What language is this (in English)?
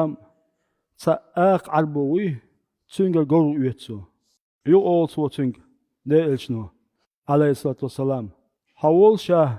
Chechen